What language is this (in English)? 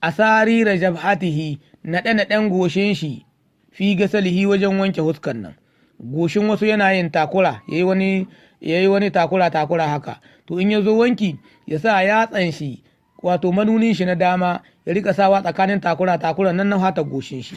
Hausa